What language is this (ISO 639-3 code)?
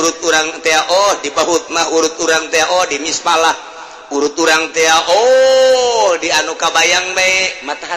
sun